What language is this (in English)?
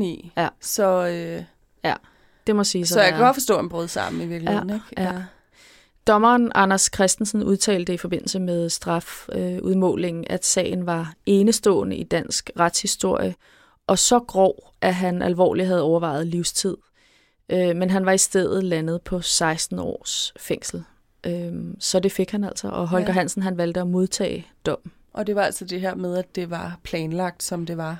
Danish